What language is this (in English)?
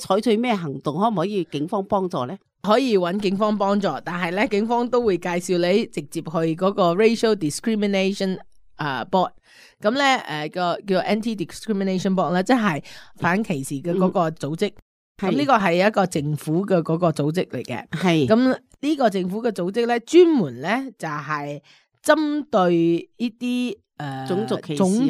Cantonese